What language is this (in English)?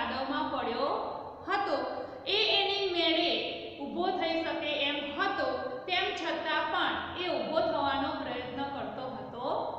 Gujarati